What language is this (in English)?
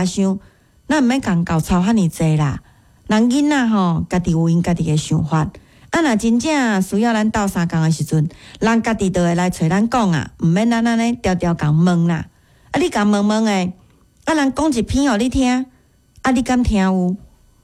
Min Nan Chinese